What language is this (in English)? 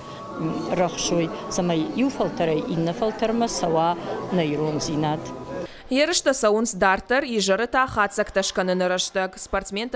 Ossetic